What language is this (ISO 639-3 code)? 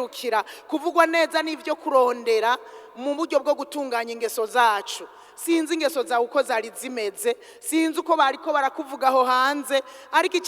run